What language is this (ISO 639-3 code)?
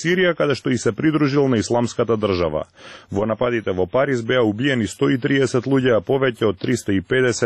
mkd